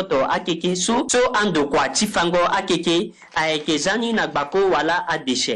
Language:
Sango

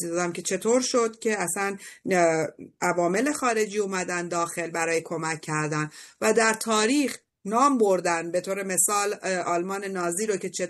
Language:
Persian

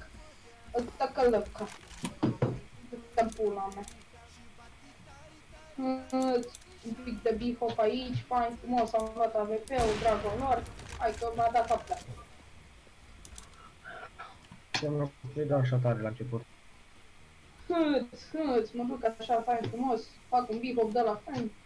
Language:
Romanian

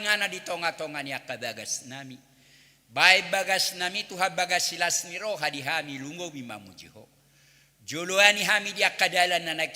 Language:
Batak Toba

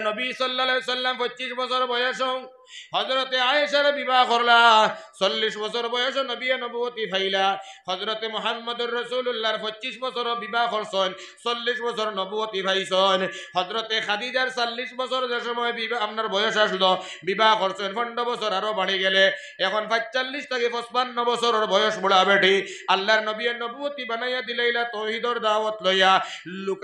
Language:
Sylheti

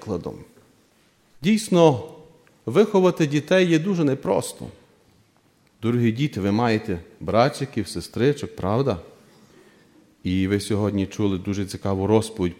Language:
Ukrainian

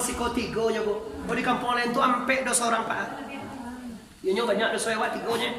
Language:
Minangkabau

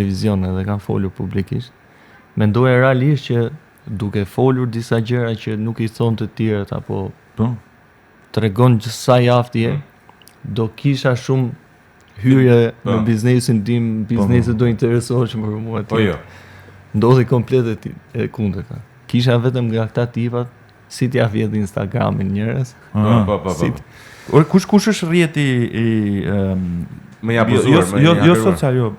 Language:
Albanian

